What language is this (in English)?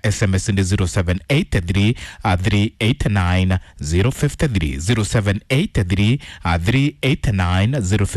Kikuyu